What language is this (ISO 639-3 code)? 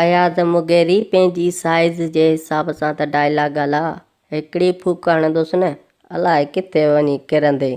snd